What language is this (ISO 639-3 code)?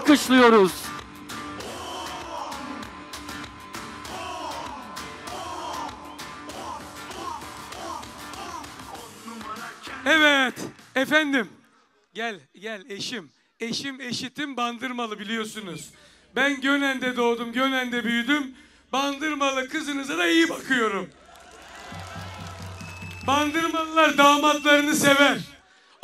tur